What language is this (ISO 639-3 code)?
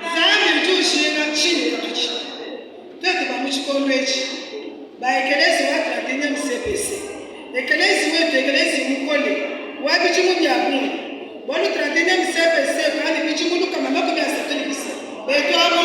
lua